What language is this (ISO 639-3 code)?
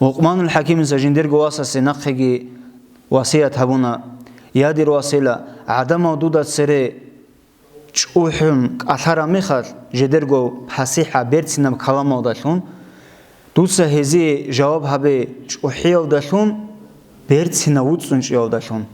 ava